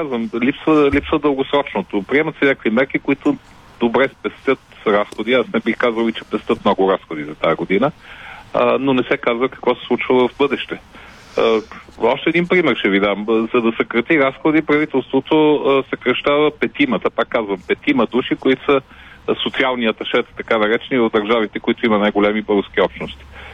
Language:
Bulgarian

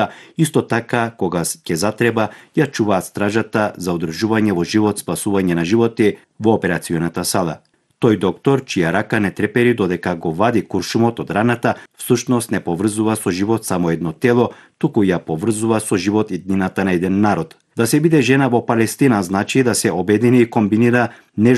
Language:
Macedonian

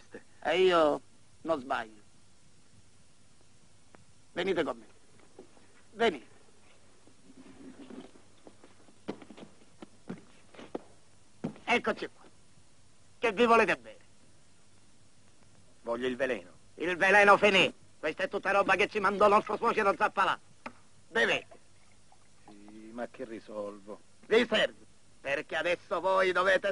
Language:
Italian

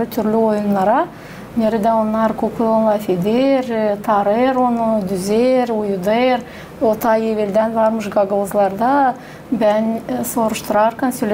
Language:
Gagauz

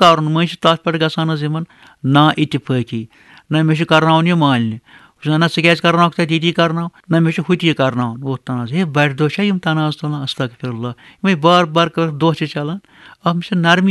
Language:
Kashmiri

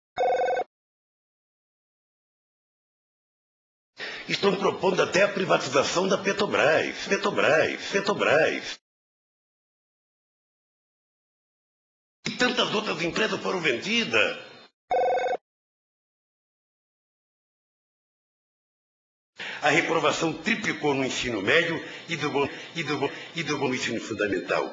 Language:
Portuguese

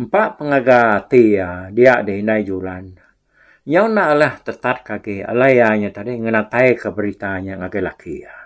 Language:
Iban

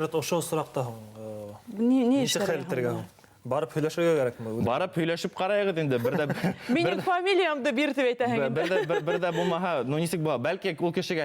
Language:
Bashkir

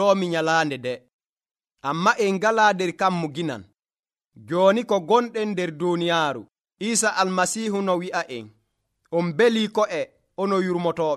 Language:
Nigerian Fulfulde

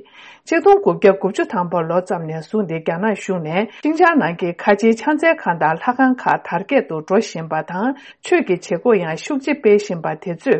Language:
Tibetan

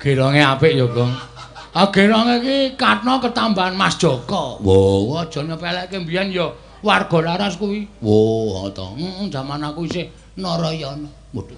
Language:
Javanese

